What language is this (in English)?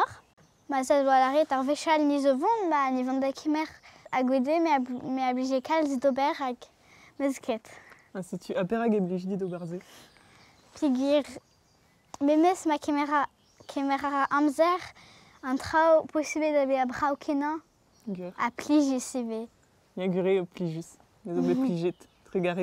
Breton